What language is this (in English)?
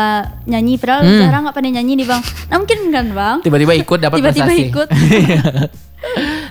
Indonesian